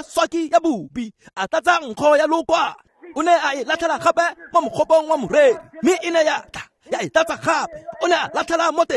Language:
Tswana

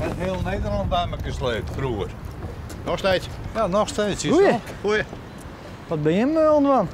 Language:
Western Frisian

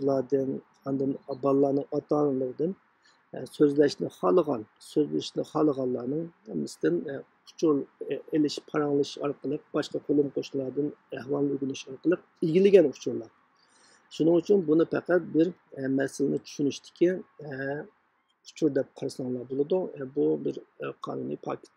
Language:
Uyghur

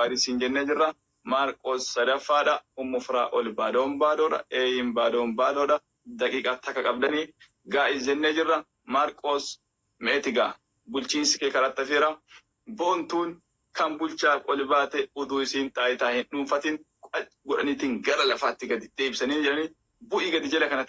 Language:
Oromo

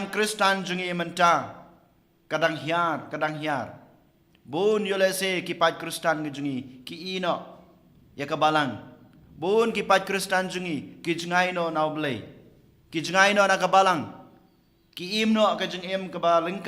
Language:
Khasi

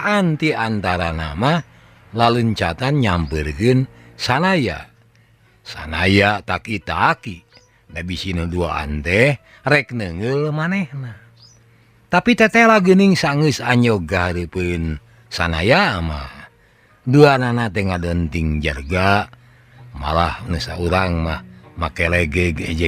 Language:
Sundanese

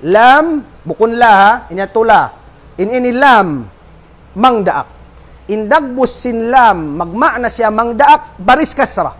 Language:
Tausug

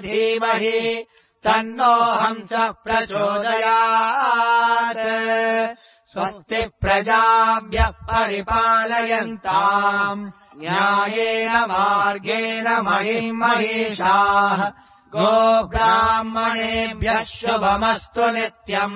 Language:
Sanskrit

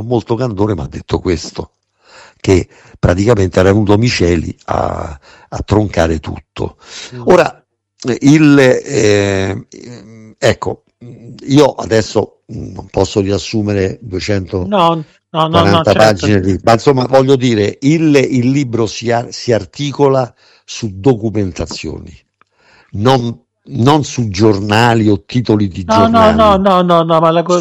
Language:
Italian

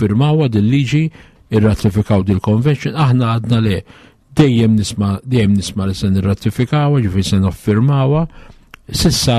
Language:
Maltese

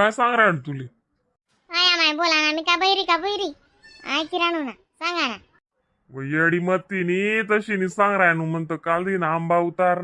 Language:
Khandesi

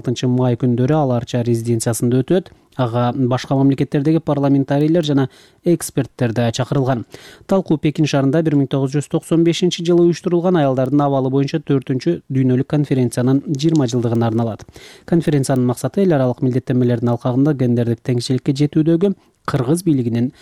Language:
Kyrgyz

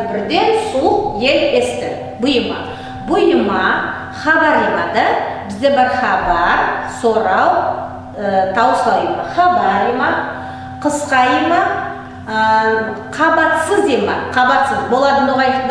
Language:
Nogai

